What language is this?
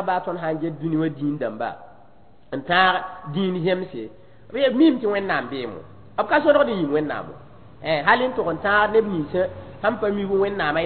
Mossi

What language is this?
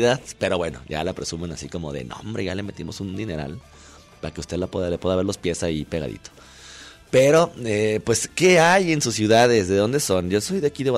Spanish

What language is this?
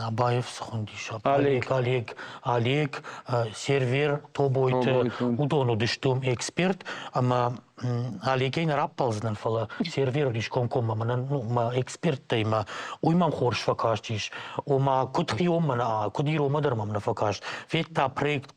Ossetic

